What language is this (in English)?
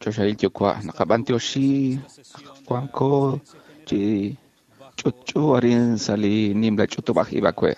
Kekchí